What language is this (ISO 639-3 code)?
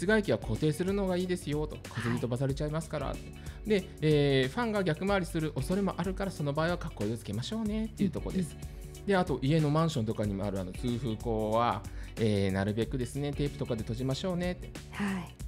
jpn